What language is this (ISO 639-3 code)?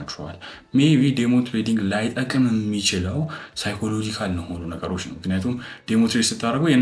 amh